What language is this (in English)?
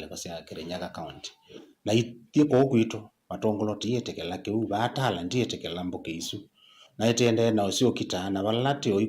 Kamba